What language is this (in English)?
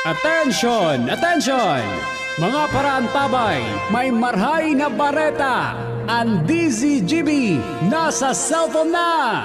Bikol